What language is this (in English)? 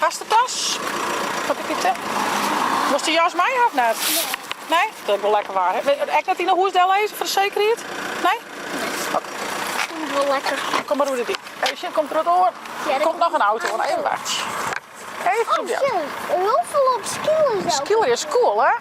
Western Frisian